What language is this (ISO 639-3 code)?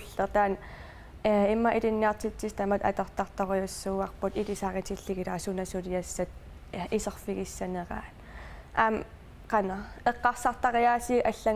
kal